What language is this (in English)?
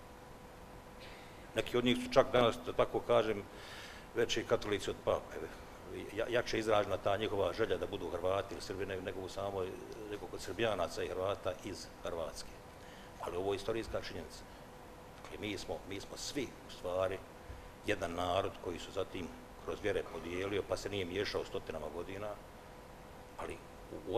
Bosnian